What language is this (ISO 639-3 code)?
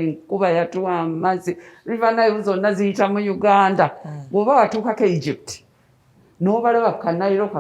lug